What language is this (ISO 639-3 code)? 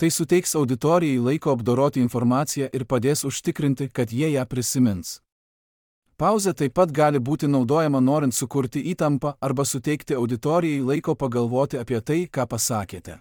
lit